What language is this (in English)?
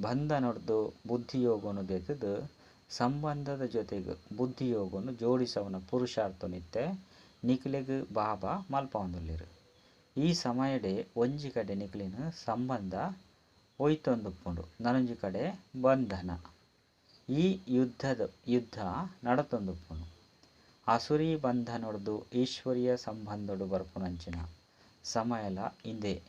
Tulu